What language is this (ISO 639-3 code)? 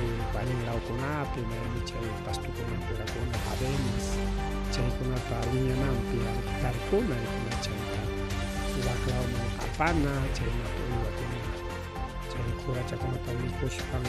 quy